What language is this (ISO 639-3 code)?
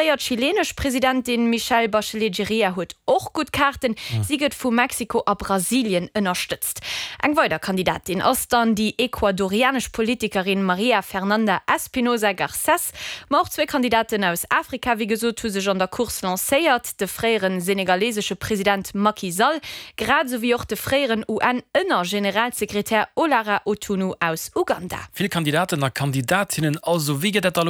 ltz